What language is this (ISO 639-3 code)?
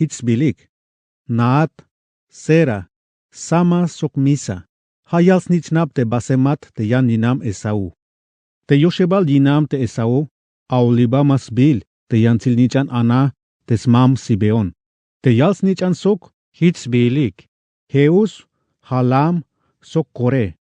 tzh